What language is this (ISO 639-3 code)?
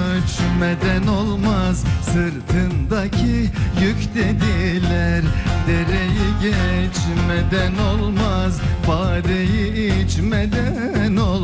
tur